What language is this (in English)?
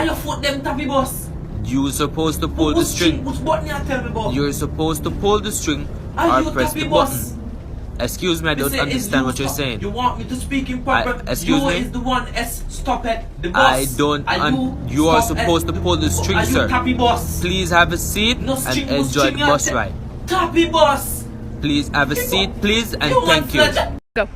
Jamaican Creole English